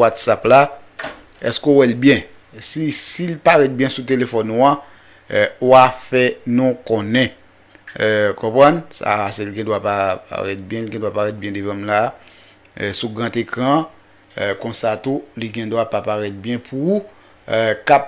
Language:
Haitian Creole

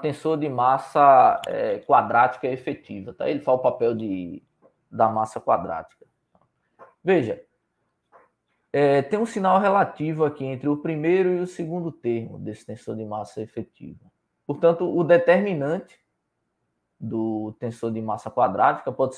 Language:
Portuguese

